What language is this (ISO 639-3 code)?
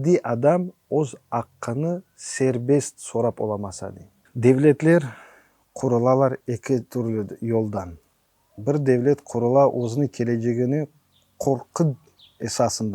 crh